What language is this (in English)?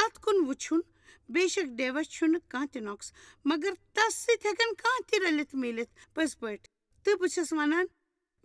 Kashmiri